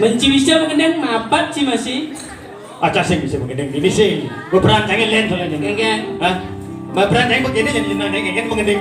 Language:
Balinese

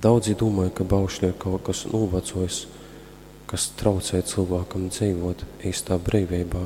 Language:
Latgalian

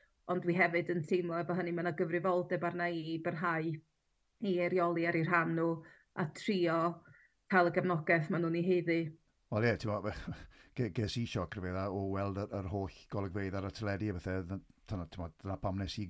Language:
Welsh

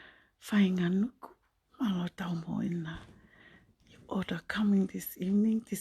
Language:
Tongan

